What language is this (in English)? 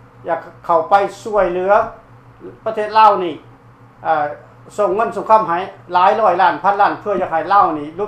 Lao